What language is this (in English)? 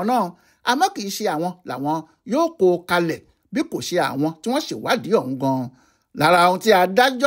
Yoruba